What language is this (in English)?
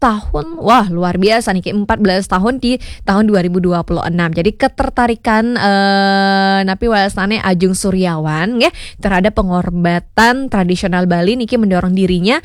Balinese